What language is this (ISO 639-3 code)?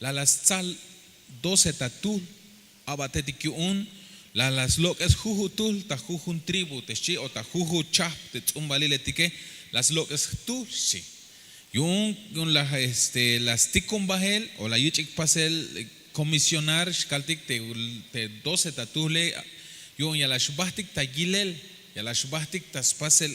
tzh